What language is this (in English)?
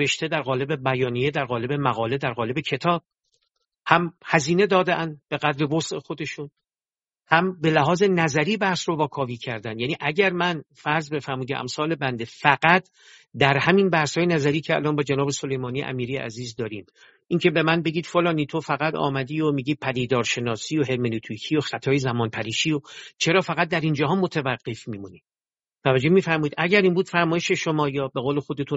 Persian